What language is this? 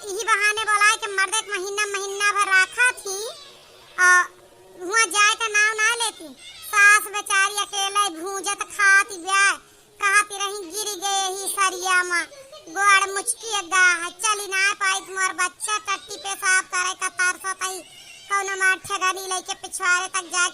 Awadhi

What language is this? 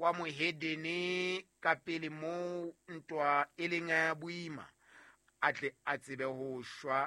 Southern Sotho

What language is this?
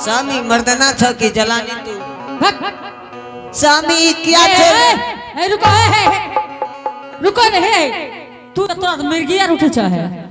Angika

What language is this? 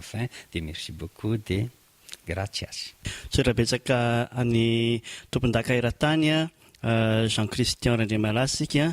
Malagasy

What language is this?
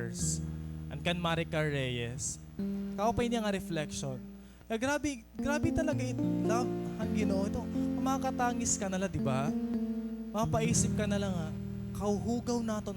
Waray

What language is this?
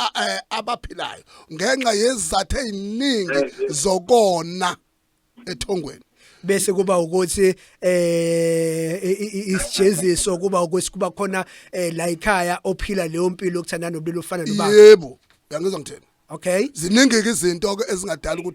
Zulu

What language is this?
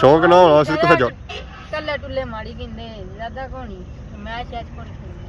Pahari-Potwari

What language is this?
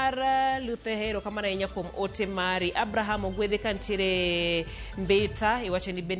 Luo (Kenya and Tanzania)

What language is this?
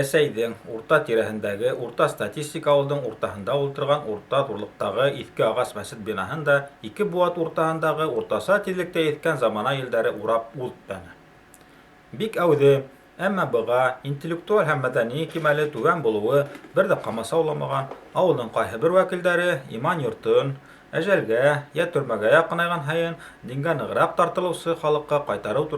Bashkir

